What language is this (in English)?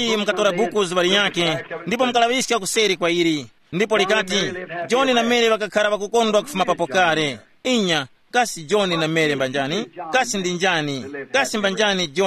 Tumbuka